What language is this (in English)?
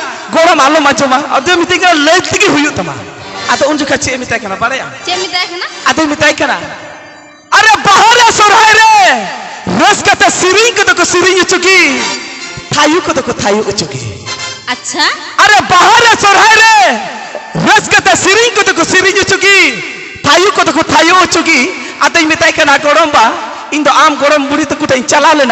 Santali